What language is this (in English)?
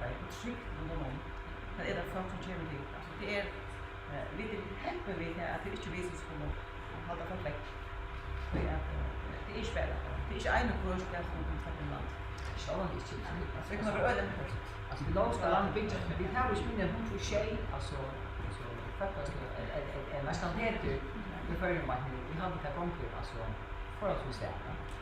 Faroese